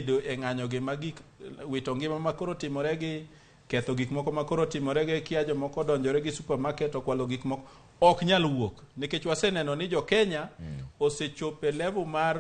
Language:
Luo (Kenya and Tanzania)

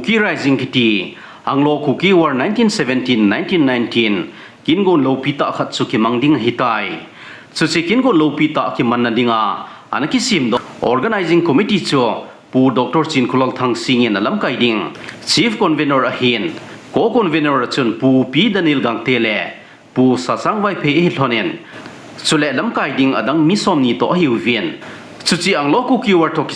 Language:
Thado Chin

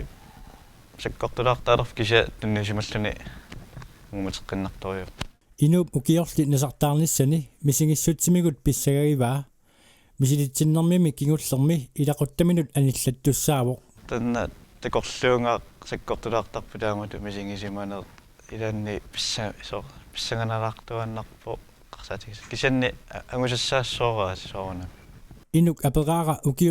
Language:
Kalaallisut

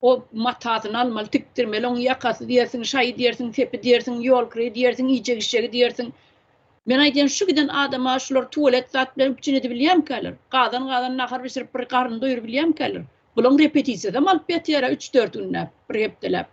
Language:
Turkmen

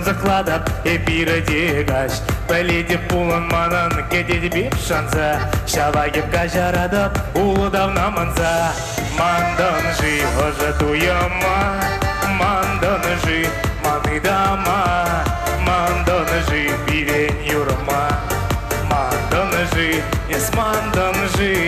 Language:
Chuvash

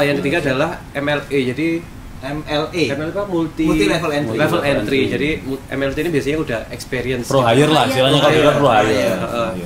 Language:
Indonesian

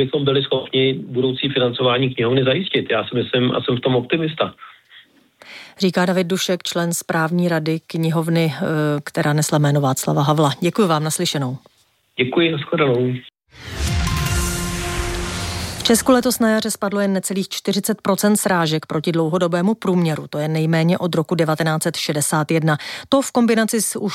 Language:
Czech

